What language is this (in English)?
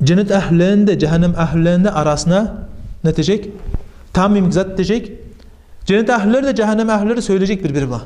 Kumyk